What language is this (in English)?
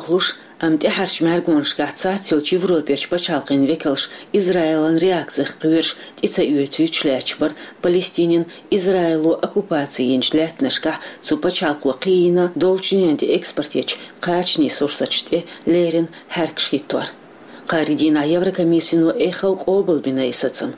Chechen